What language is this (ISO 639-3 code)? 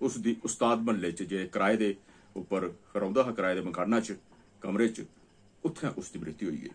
doi